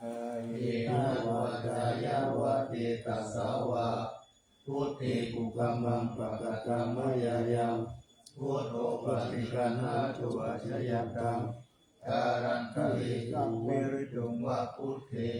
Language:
Pali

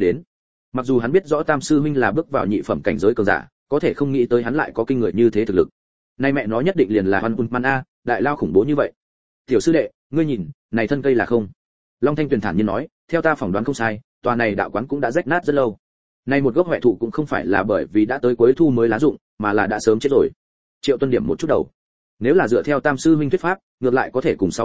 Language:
Vietnamese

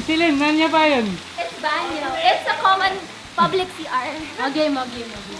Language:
Pampanga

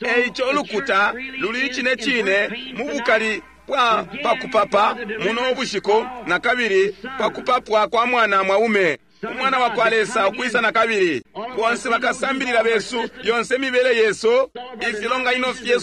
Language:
Bemba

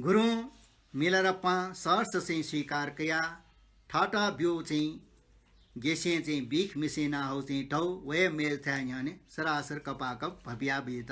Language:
Newari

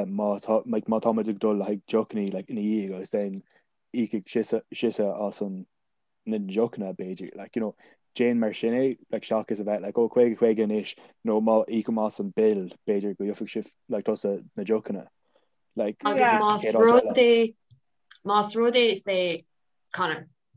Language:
Irish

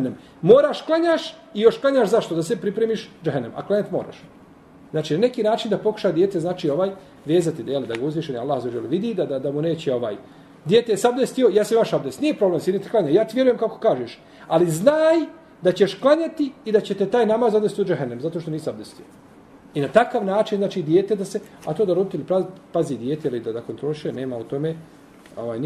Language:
Bosnian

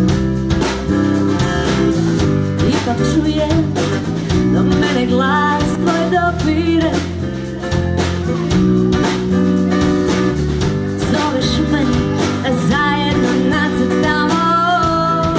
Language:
Croatian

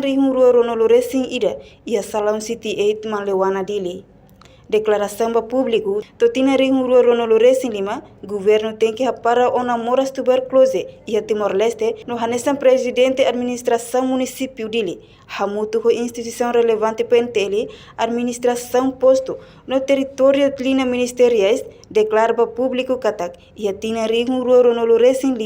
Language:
Tetum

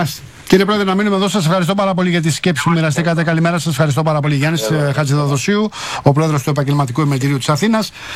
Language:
Greek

